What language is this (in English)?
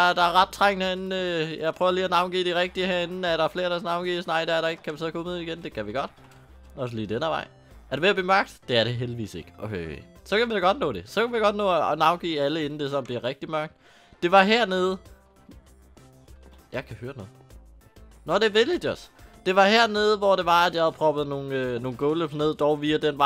Danish